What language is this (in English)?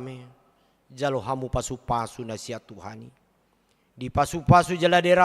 Batak Toba